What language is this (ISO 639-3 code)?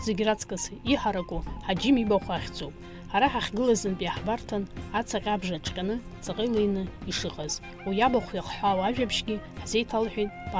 abk